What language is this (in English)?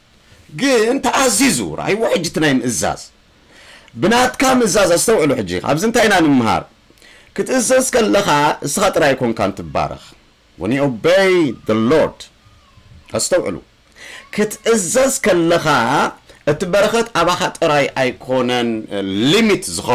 Tigrinya